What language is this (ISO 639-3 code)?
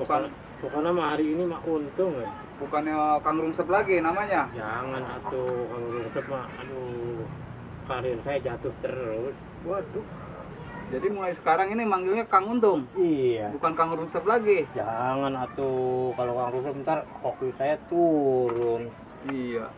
bew